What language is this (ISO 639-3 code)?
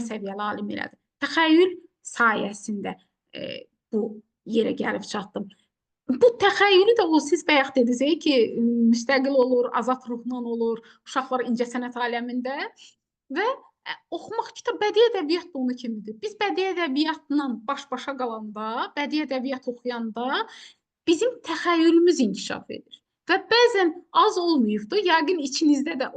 aze